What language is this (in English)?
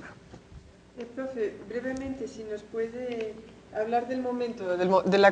Spanish